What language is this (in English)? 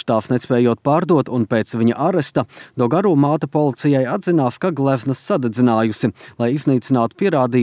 Latvian